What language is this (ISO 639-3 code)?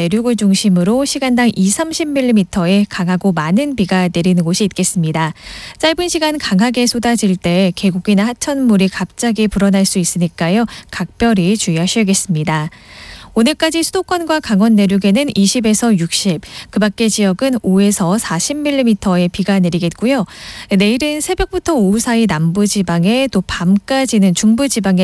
kor